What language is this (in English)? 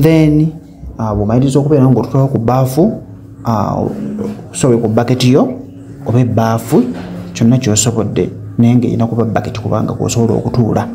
Ganda